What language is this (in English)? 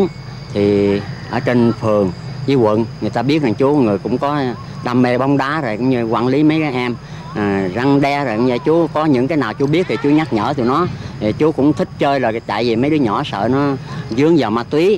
Vietnamese